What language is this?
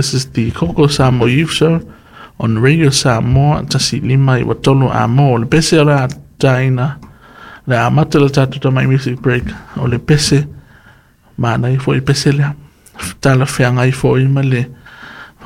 Samoan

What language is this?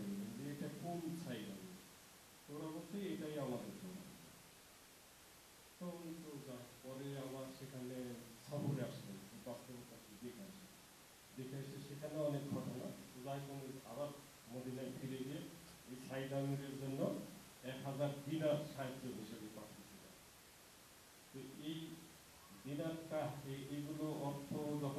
Bangla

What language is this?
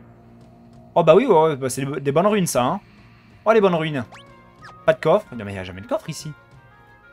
French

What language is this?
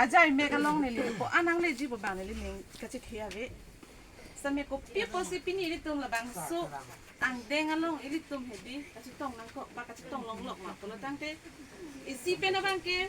Karbi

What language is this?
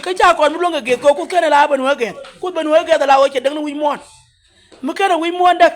Nuer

